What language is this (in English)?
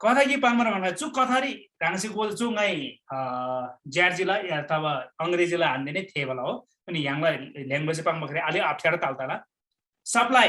Eastern Tamang